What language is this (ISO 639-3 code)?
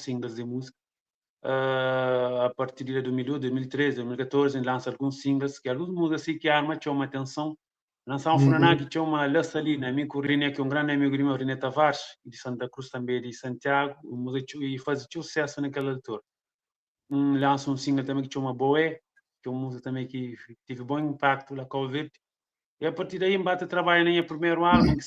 kea